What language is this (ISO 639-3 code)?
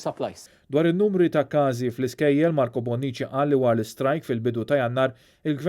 mlt